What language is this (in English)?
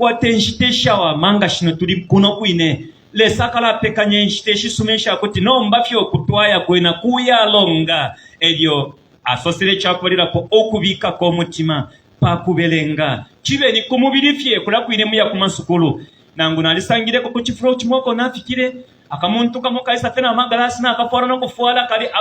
Bemba